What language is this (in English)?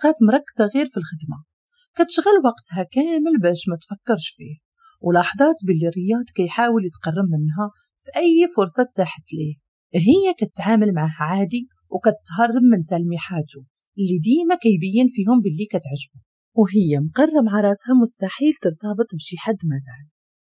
Moroccan Arabic